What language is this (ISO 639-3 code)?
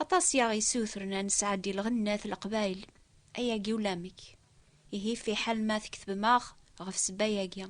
kab